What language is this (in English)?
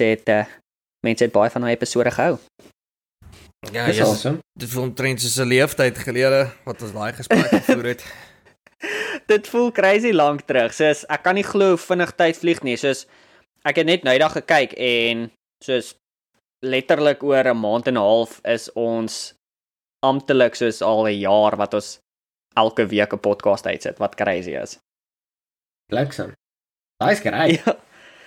Afrikaans